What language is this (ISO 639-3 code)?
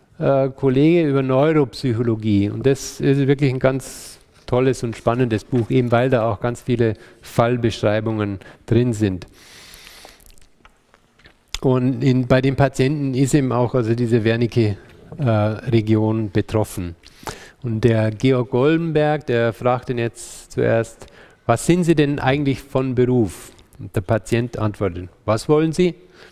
deu